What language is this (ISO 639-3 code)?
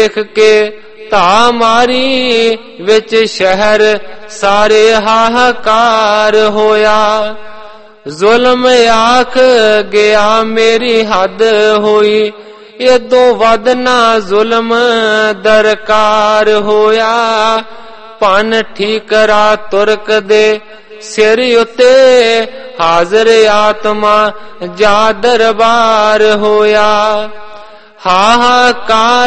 pan